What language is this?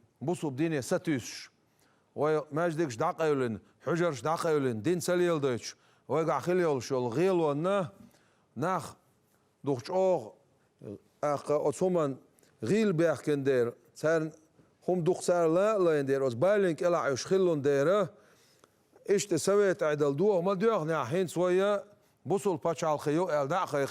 Chechen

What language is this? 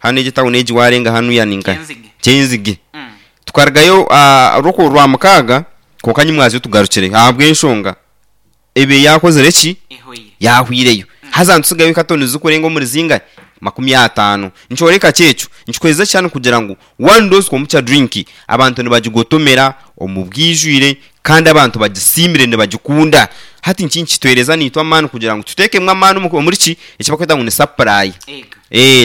Nyankole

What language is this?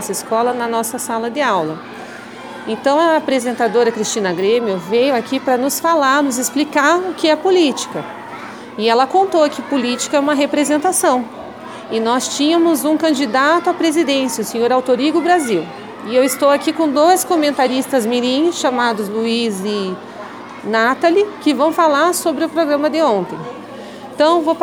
Portuguese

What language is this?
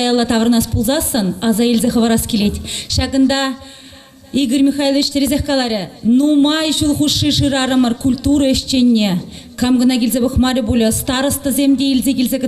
Chuvash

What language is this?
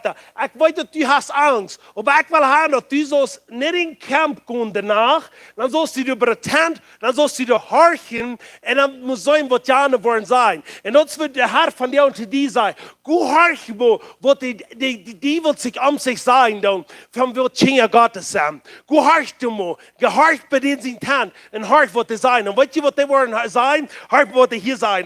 Plautdietsch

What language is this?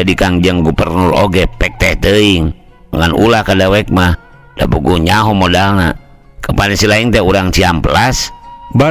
Sundanese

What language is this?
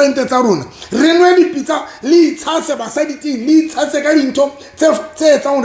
Southern Sotho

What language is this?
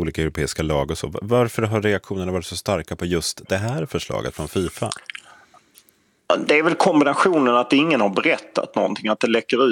Swedish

